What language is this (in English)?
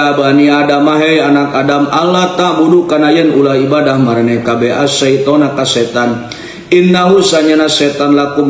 Sundanese